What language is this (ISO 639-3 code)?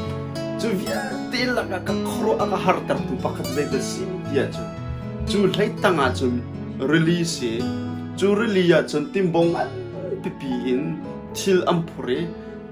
cnh